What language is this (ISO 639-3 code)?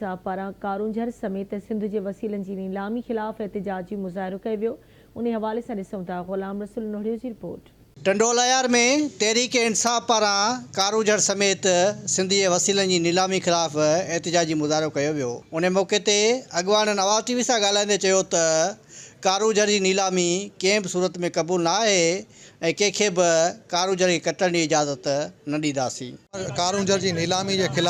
snd